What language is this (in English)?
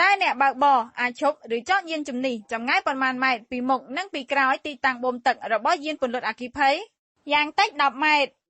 Khmer